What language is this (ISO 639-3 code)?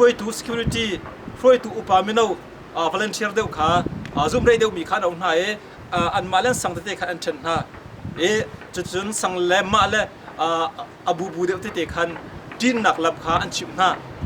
cnh